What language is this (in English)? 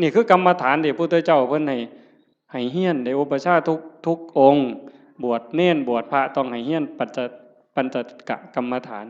Northeastern Thai